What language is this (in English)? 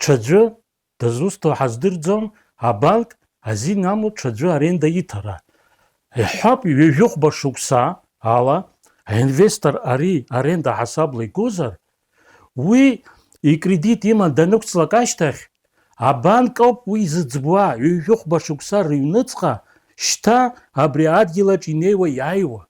Abkhazian